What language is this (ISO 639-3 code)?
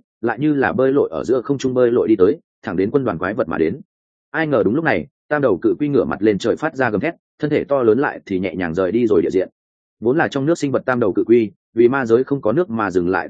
vie